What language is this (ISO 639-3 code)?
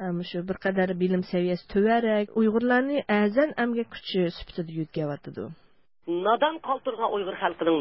uig